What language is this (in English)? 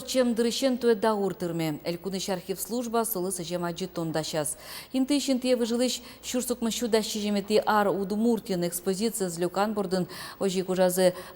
Udmurt